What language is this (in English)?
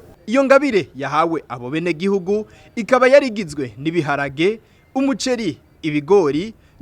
Rundi